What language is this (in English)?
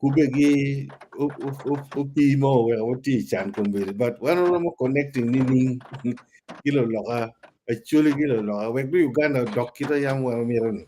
Acoli